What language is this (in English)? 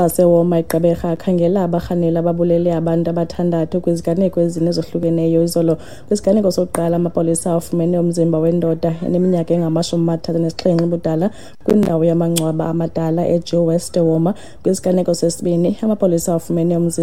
Xhosa